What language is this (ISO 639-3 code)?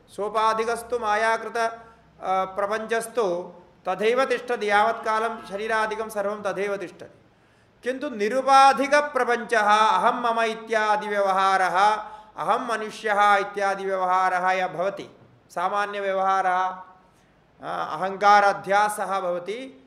san